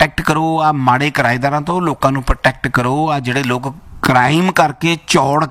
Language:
Punjabi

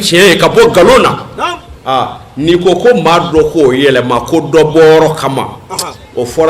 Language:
Bambara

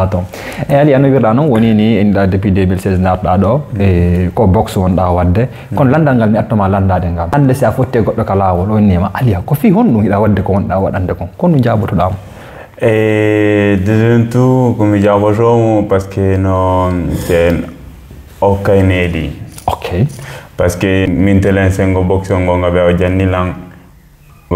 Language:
Fula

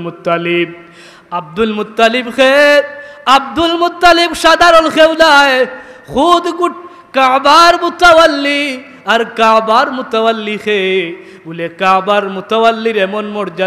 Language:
Sylheti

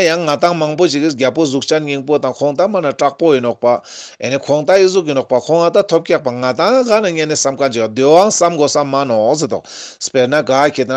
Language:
Ladakhi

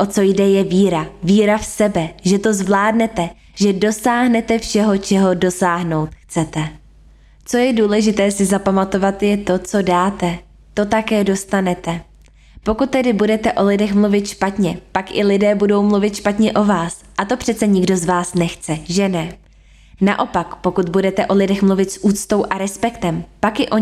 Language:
Czech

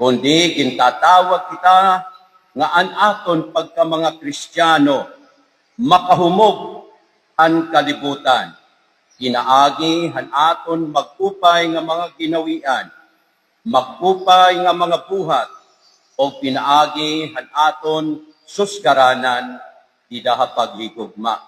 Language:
Waray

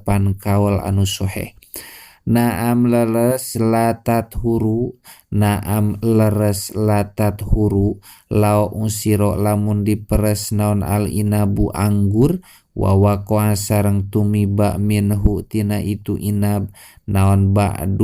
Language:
Sundanese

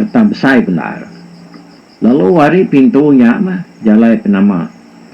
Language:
Iban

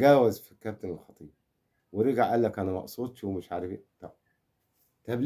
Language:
Egyptian Arabic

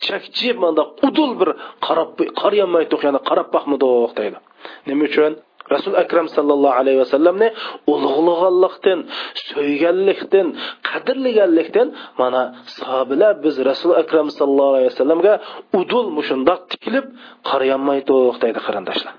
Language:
Uyghur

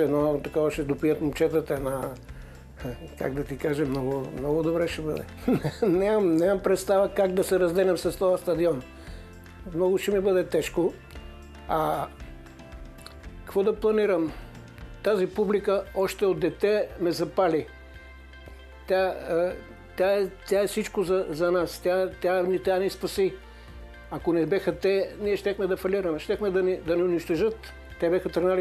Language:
Bulgarian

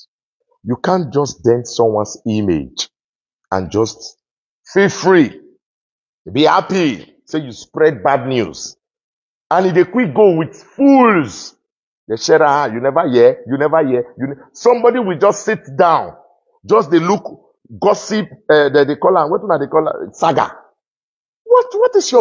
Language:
Nigerian Pidgin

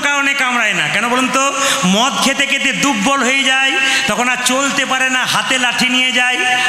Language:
Bangla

